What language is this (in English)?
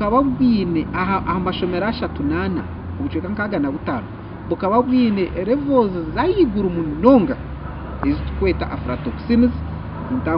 Nyankole